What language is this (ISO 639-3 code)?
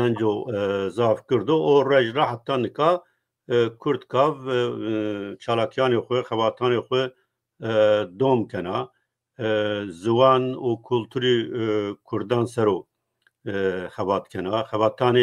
zza